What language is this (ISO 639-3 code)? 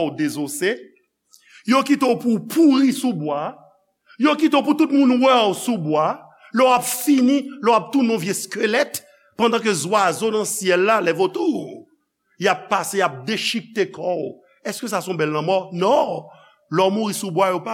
hat